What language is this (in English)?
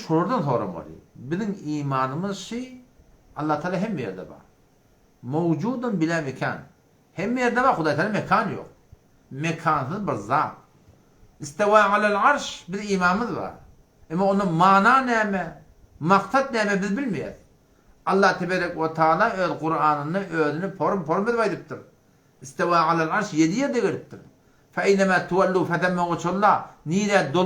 Turkmen